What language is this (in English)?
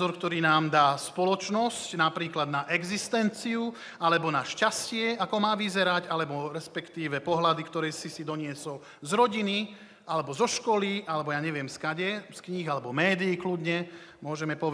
Slovak